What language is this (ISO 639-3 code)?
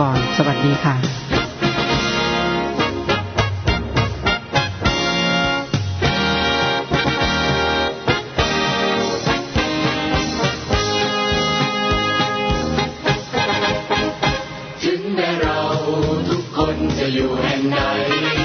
tha